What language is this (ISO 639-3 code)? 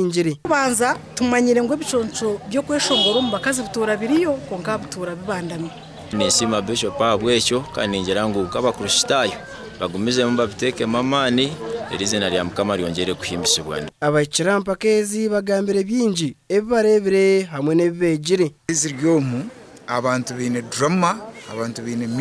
nyn